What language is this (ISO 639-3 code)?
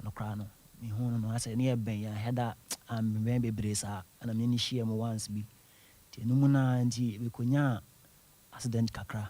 aka